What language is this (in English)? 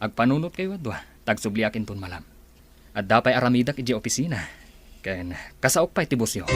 Iloko